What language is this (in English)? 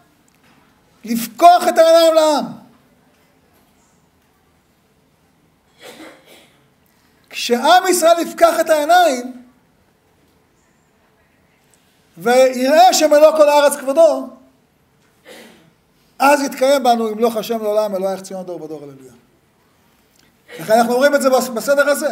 Hebrew